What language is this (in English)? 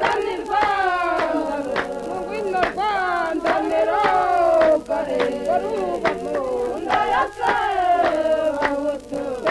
Kinyarwanda